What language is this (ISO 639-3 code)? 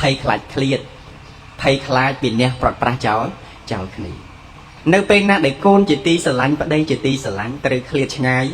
khm